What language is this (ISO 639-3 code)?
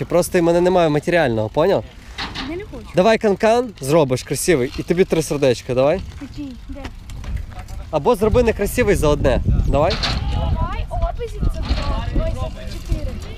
ukr